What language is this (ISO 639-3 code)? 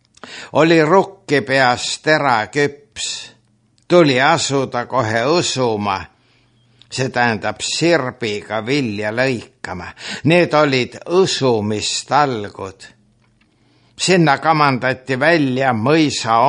est